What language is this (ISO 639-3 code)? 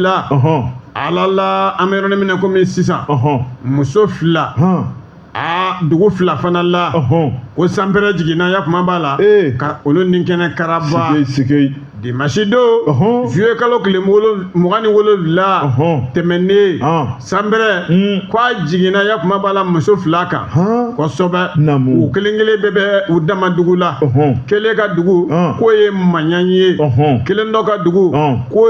bam